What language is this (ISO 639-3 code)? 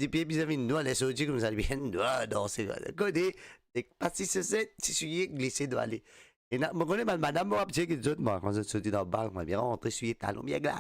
mfe